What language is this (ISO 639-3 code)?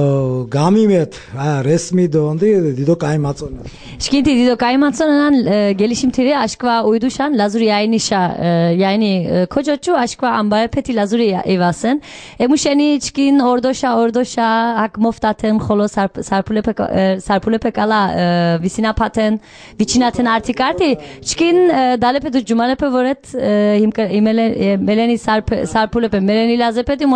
lzz